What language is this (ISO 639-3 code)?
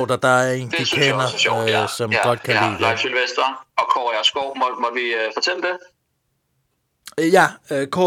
dan